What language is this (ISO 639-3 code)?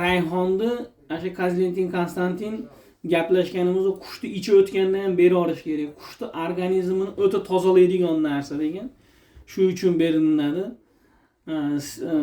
uzb